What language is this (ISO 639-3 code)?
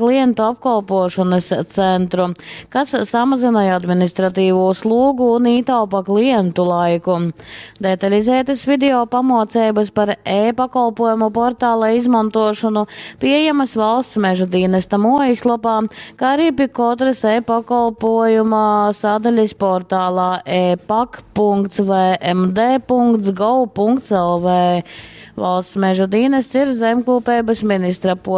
ltg